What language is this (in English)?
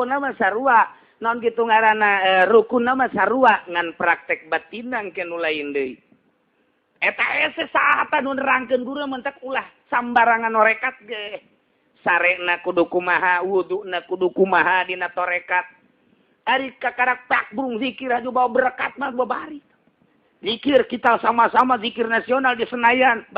Sundanese